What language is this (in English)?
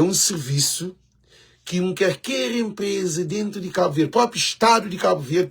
Kabuverdianu